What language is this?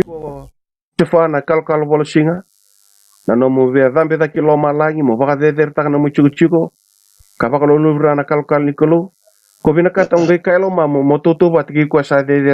Fijian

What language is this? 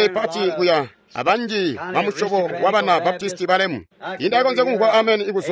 Tonga (Zambia)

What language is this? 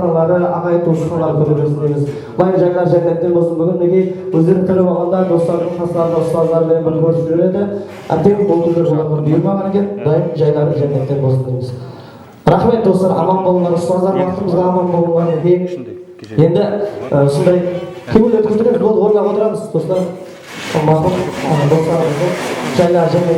Kara-Kalpak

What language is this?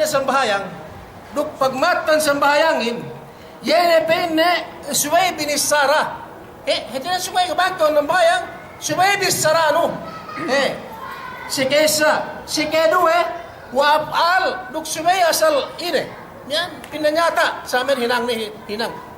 Yakan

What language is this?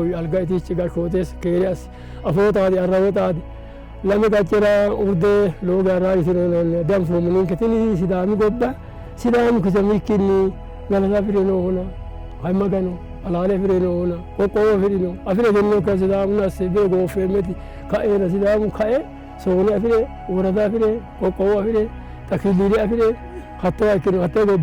Sidamo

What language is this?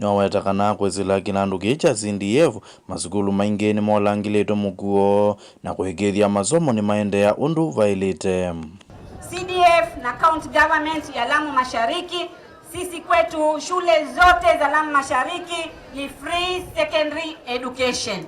Kamba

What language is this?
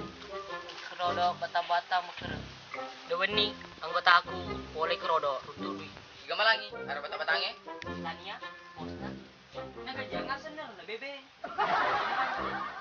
Buginese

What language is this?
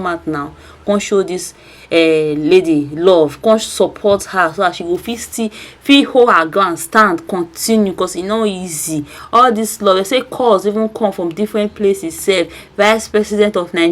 Nigerian Pidgin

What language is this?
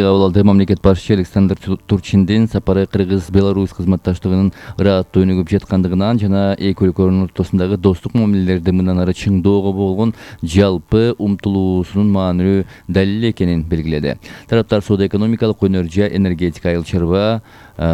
Kyrgyz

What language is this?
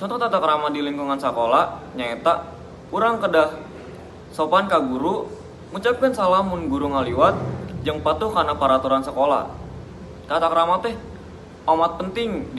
Sundanese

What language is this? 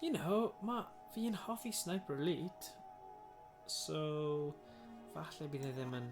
Welsh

